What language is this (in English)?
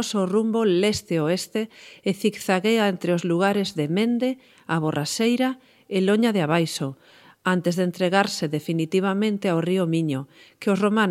Galician